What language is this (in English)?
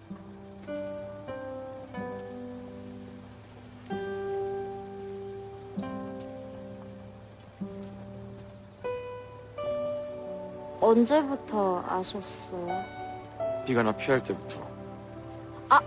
Korean